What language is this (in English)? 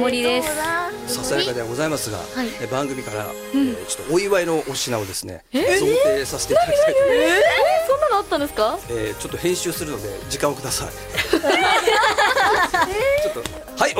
Japanese